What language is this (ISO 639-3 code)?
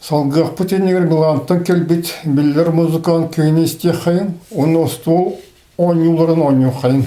sah